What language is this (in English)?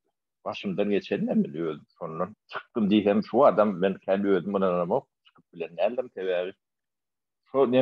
Turkmen